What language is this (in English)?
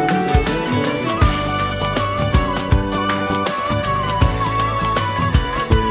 Turkish